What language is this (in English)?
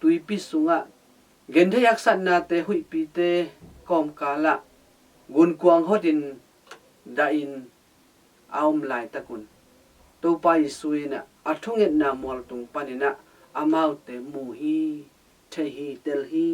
Tedim Chin